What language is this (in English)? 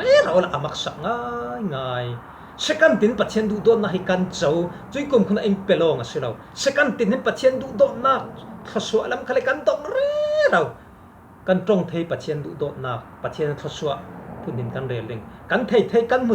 Falam Chin